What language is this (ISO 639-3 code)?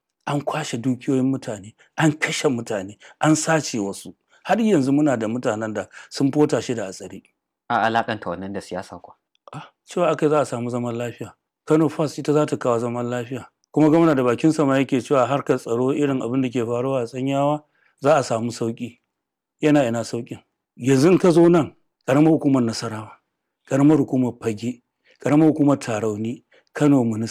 hau